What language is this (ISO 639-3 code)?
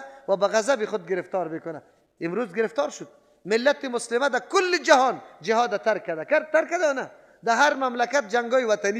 fas